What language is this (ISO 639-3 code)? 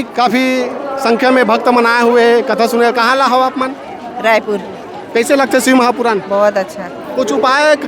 hne